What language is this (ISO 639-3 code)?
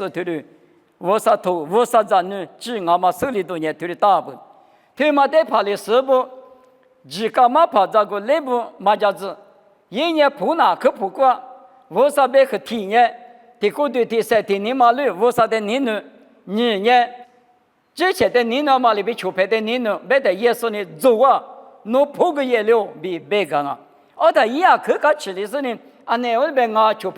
lis